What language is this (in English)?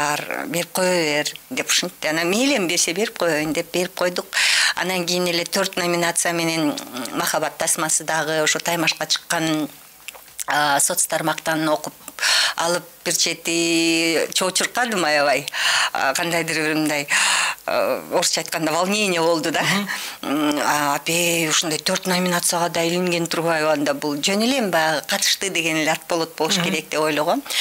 Kyrgyz